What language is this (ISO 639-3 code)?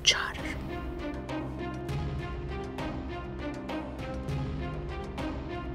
tur